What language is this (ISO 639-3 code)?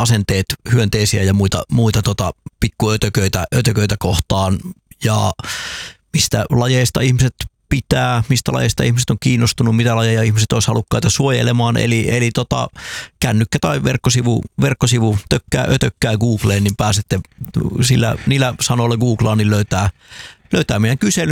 fin